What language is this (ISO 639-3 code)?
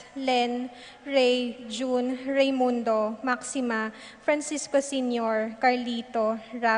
pam